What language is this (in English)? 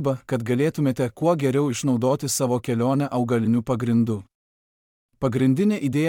Lithuanian